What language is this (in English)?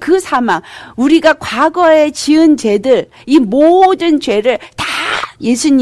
Korean